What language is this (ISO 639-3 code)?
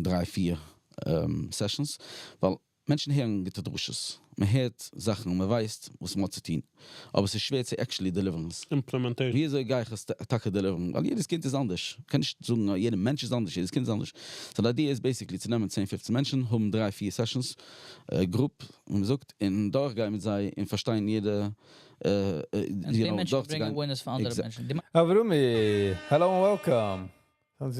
yid